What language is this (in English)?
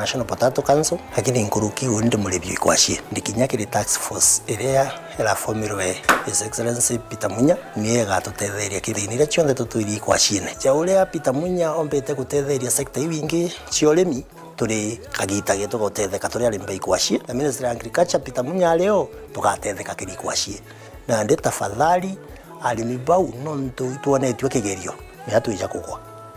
Meru